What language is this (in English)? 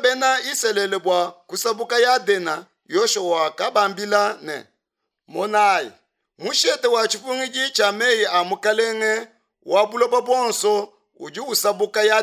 Luba-Lulua